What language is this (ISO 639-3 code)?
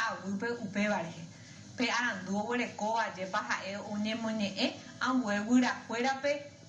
grn